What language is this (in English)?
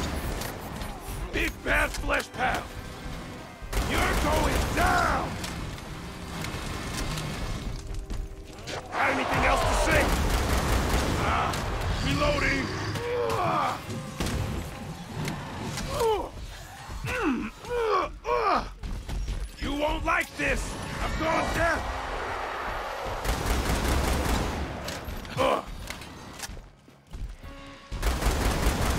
English